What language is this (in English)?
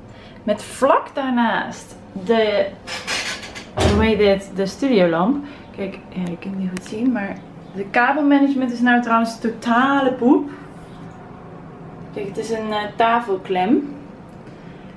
Dutch